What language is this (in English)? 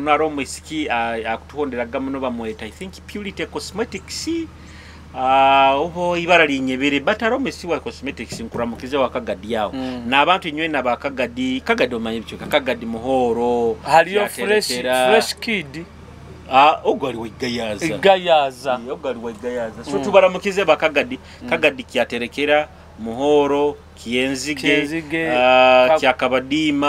Nyoro